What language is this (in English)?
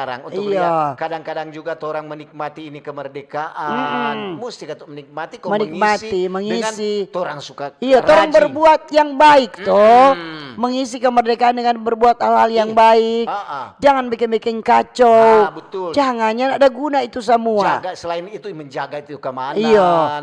Manado Malay